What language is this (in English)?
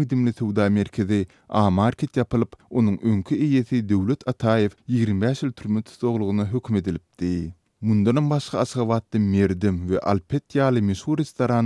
Turkmen